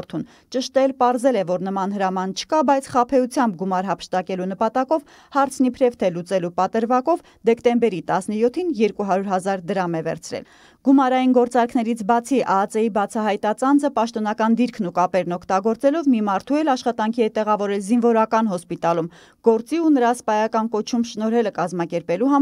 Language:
Armenian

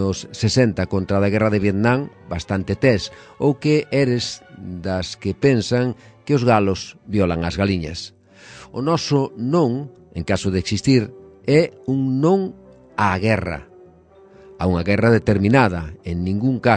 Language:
Galician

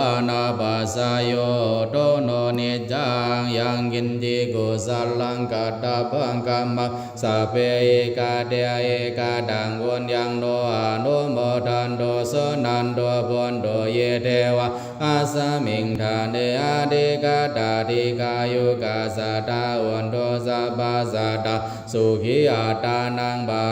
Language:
Pali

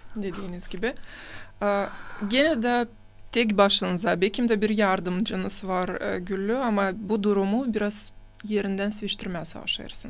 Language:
Gagauz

